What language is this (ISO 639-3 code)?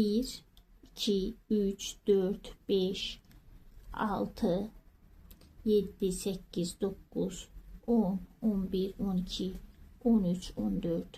aze